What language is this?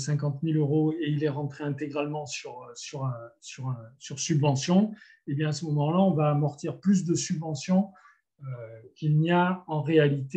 French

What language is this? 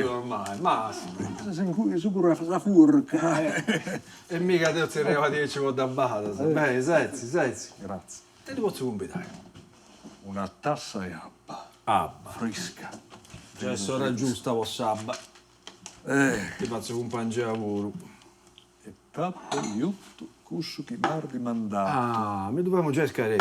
Sardinian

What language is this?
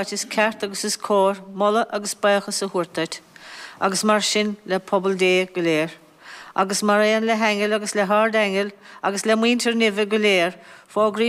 Irish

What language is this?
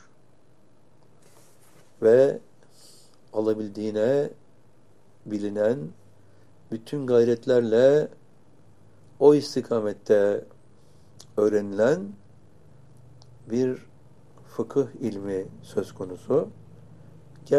Turkish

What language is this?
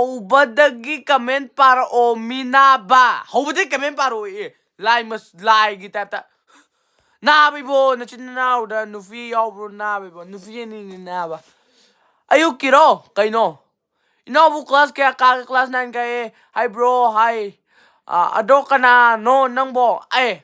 Manipuri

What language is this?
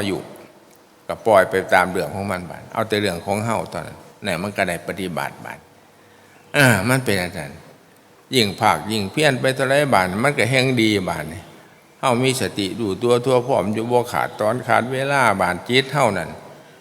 Northeastern Thai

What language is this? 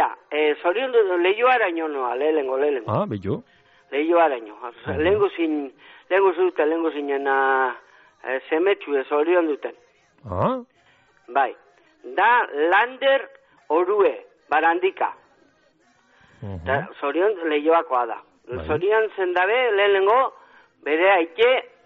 Basque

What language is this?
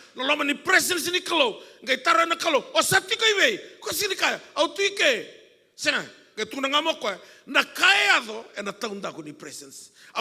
Fijian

